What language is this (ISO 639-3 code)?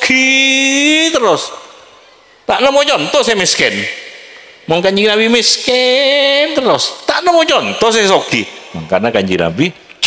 mad